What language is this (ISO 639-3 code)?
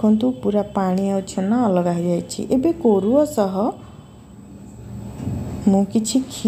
ori